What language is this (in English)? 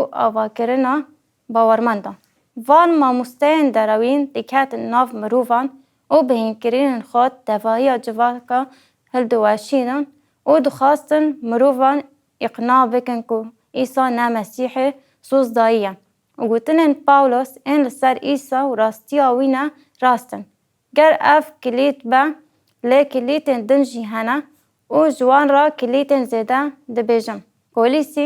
Kurdish